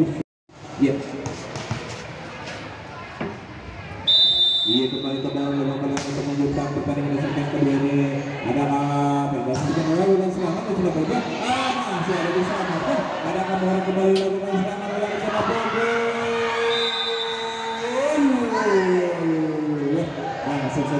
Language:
Indonesian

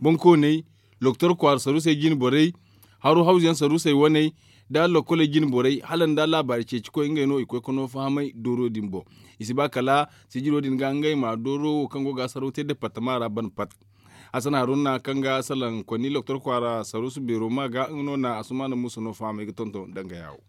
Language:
Zarma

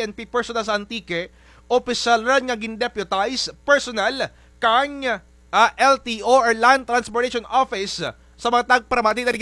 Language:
Kinaray-a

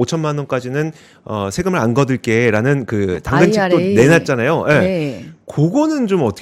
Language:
Korean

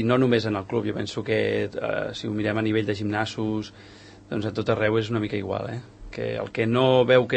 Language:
Catalan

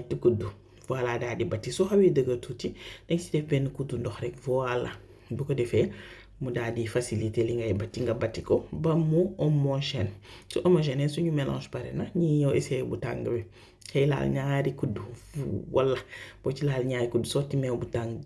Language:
Wolof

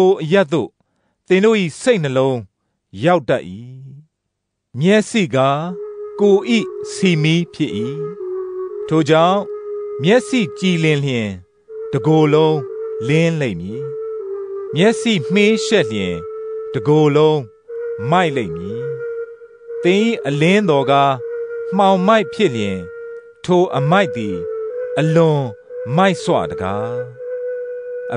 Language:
Burmese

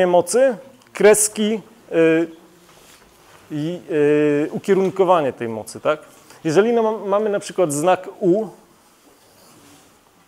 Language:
Polish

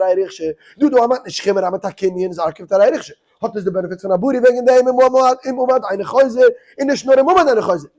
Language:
Yiddish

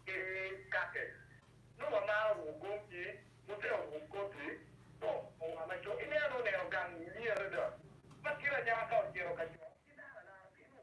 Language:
Acoli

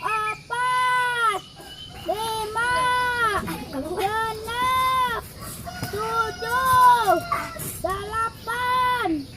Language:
Sundanese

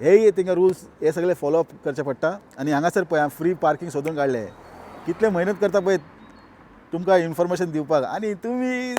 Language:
Konkani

